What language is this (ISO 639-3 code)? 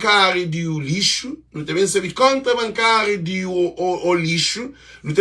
kea